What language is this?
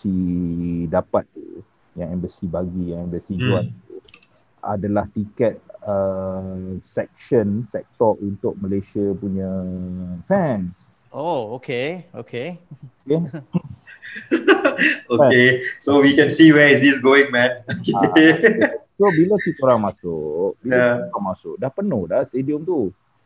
Malay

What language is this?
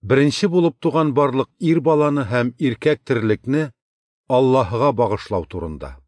Tatar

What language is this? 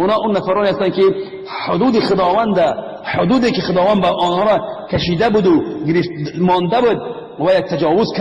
Tajik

